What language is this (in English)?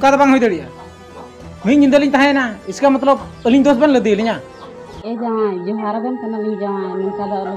Santali